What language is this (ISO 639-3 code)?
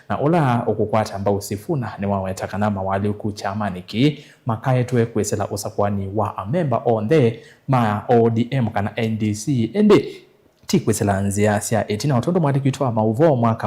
kam